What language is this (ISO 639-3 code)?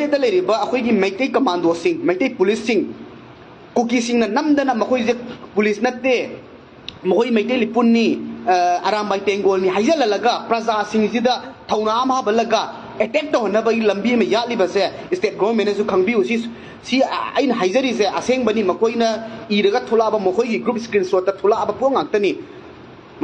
mni